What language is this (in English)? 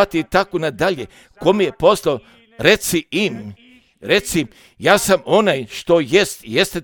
Croatian